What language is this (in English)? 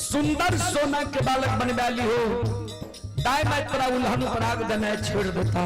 Maithili